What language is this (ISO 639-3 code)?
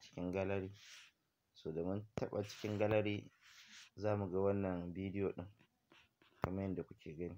hau